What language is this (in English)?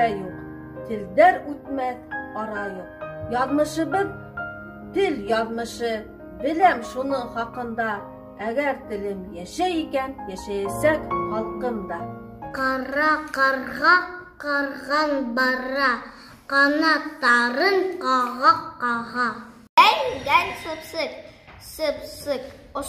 Bashkir